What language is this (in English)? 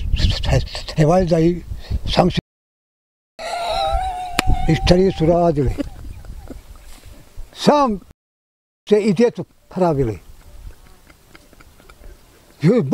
Bosnian